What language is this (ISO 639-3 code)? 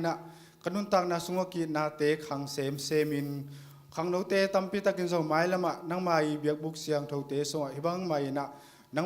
ctd